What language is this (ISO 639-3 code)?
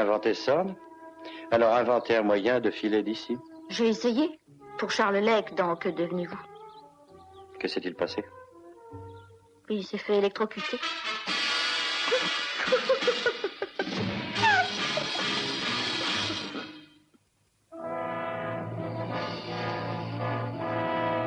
fra